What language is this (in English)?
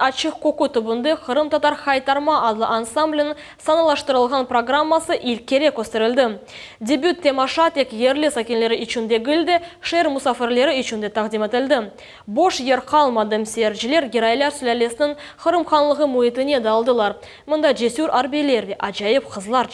Crimean Tatar